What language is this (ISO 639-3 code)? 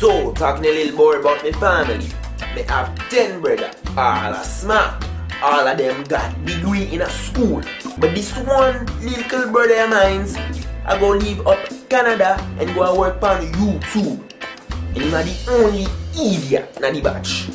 jam